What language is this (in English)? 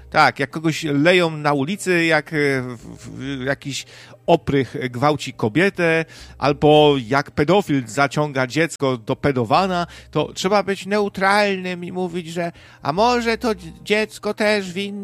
Polish